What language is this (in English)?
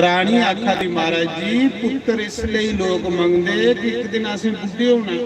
Dogri